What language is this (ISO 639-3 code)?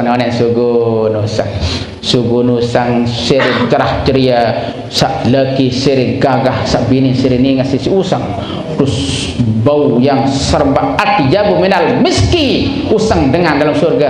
sas